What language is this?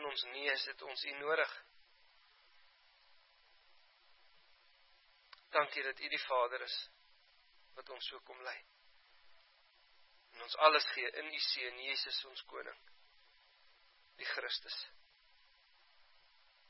Afrikaans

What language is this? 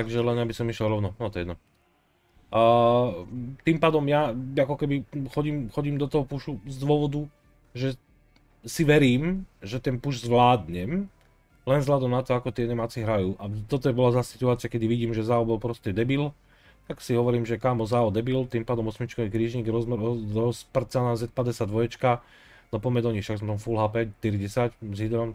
Slovak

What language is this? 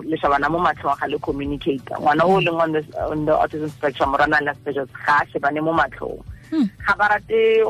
Tswana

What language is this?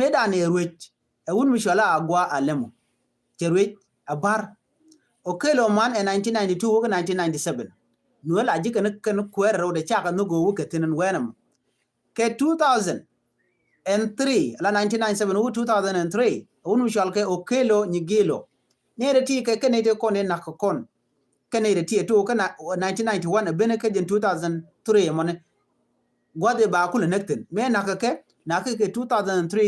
Nuer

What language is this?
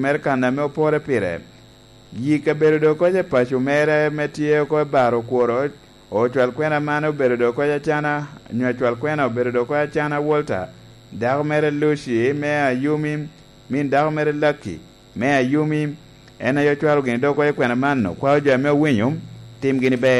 Lango (Uganda)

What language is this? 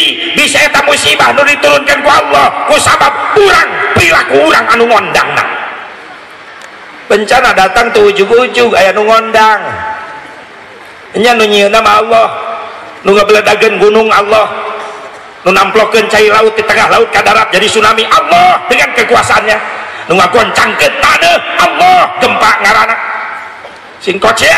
Sundanese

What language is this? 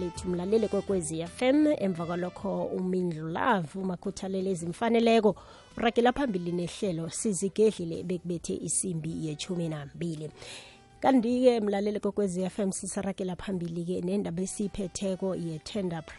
South Ndebele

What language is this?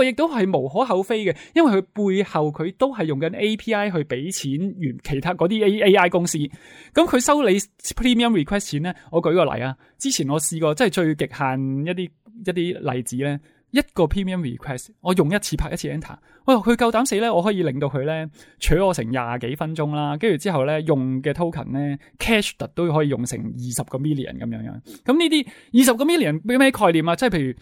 Cantonese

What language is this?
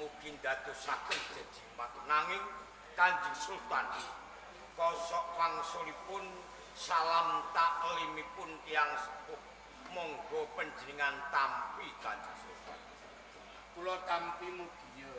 Javanese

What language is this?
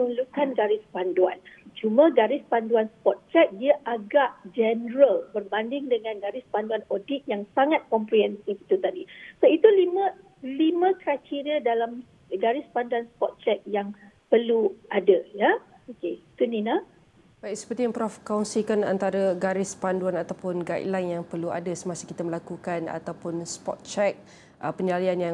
Malay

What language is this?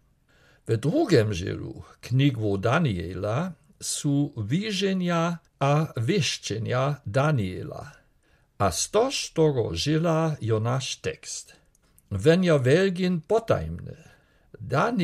Lower Sorbian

